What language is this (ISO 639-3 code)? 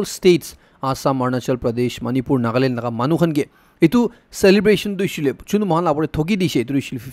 nag